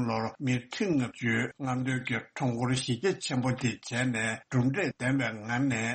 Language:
Tibetan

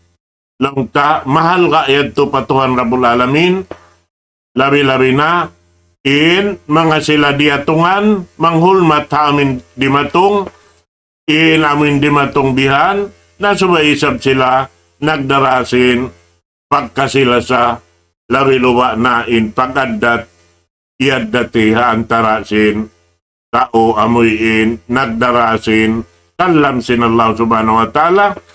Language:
Tausug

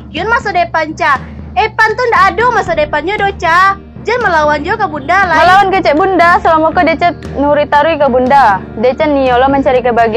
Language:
Minangkabau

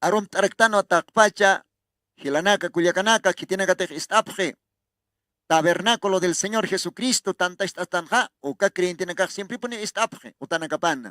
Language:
Aymara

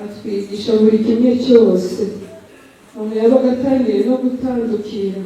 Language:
Kinyarwanda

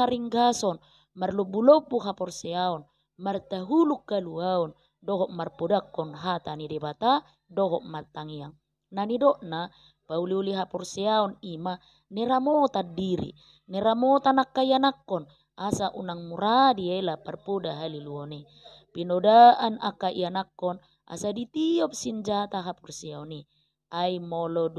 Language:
Batak Toba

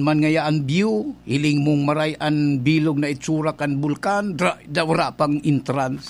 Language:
Bikol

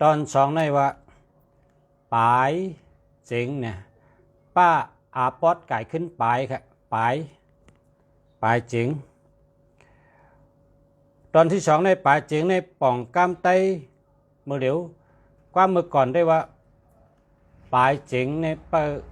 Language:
Shan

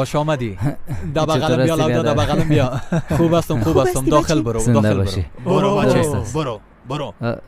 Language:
Persian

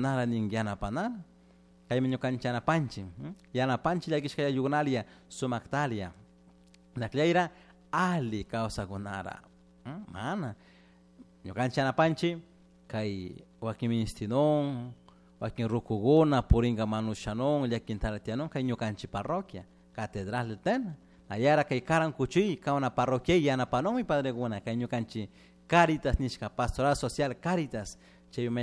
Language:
Chimborazo Highland Quichua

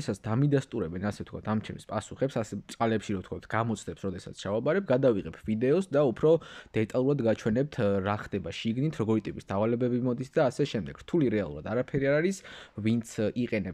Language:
Georgian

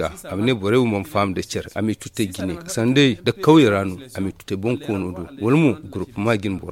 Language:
Zarma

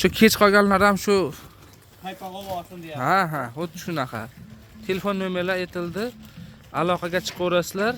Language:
Uzbek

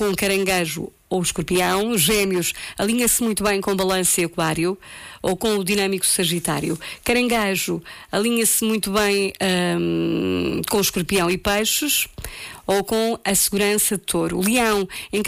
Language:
Portuguese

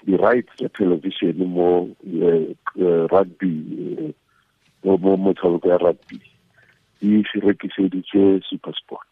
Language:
Tswana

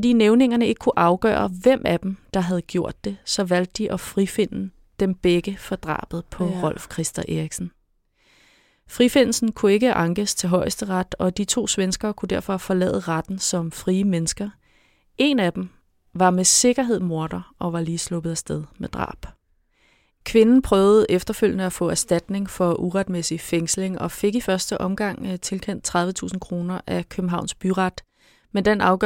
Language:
Danish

